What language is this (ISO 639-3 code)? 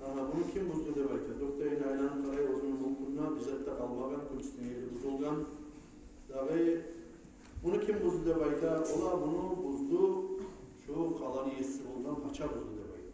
kum